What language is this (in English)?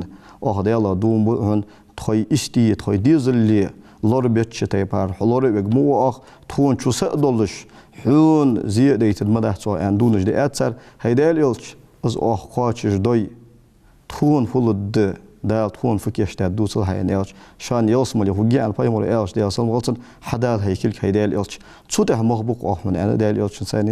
Ingush